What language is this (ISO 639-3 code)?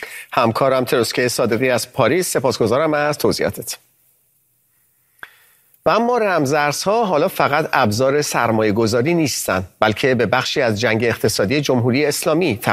fas